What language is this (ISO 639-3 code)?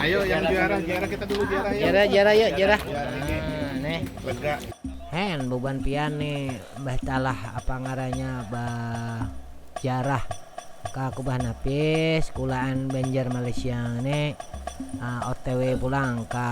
bjn